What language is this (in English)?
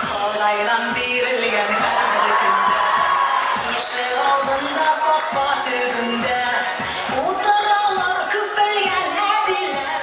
Bashkir